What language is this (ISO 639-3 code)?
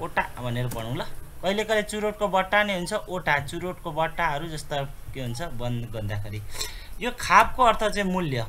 nep